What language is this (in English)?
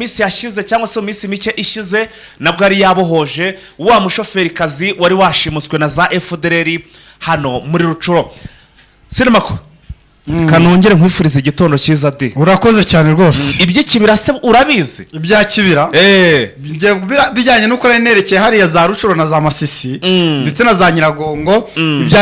Kinyarwanda